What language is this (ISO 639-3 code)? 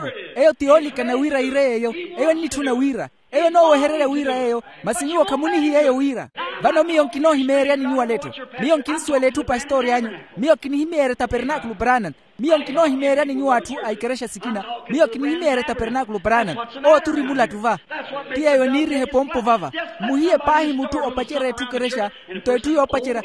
vmw